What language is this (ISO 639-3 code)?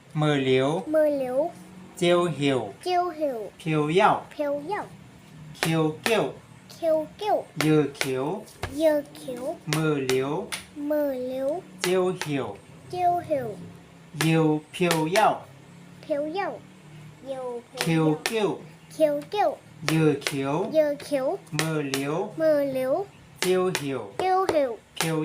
shn